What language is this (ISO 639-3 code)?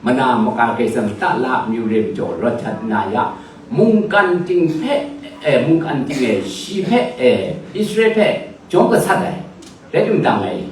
kac